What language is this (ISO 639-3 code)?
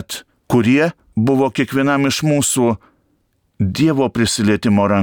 lit